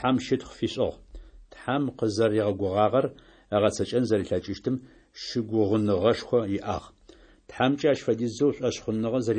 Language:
Adyghe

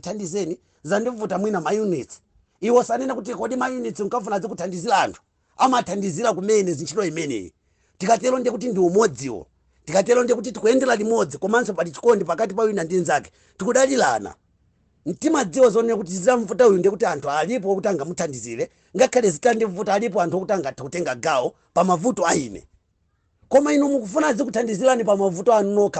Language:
Nyanja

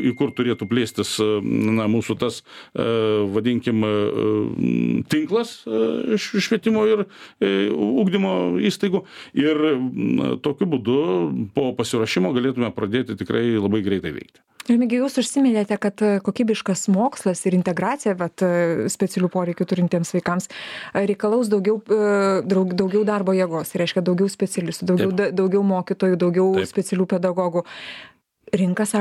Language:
Lithuanian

